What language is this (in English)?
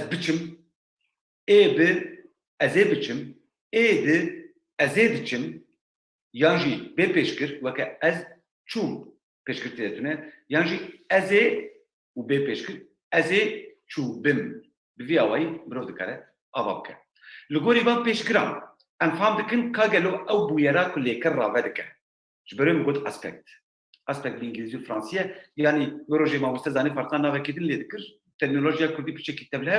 Kurdish